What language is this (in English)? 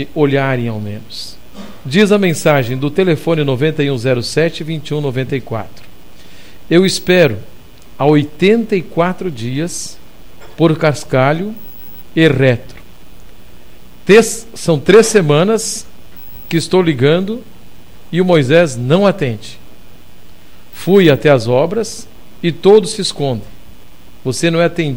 Portuguese